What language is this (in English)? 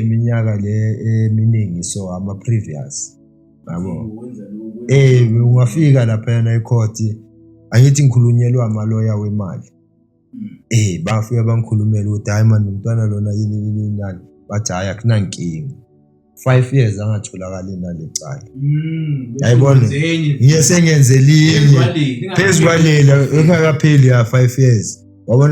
Zulu